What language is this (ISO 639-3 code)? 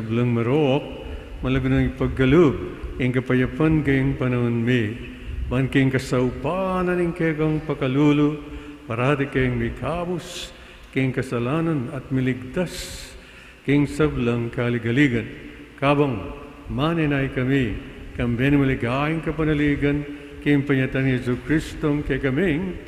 pam